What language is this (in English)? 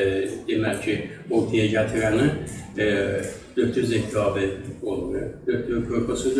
South Azerbaijani